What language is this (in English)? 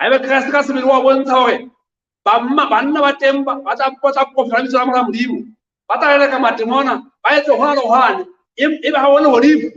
Southern Sotho